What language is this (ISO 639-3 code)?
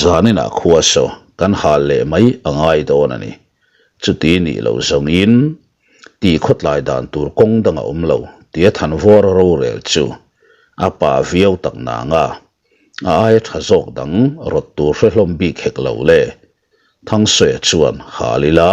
lus